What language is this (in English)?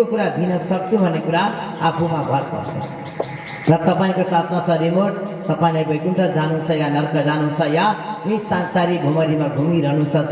Nepali